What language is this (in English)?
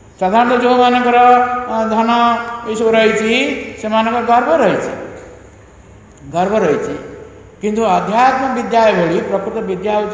Odia